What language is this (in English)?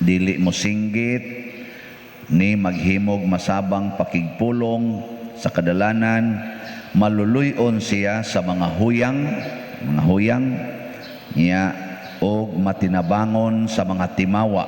Cebuano